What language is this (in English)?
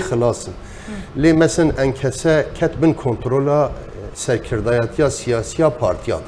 Kurdish